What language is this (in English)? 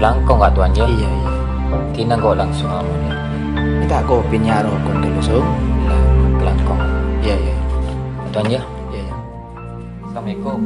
Madurese